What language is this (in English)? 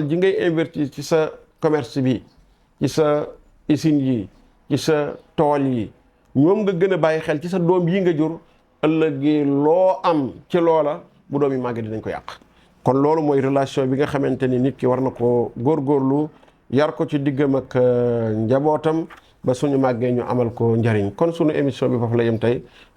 Wolof